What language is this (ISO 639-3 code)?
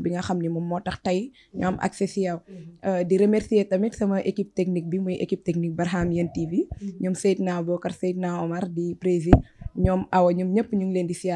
wol